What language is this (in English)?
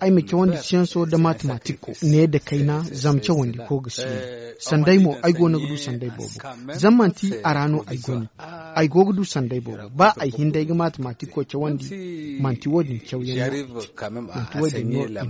Zarma